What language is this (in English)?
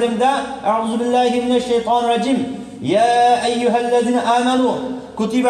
Uyghur